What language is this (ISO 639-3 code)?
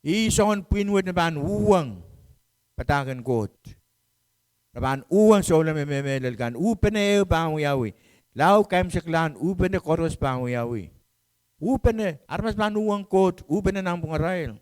pon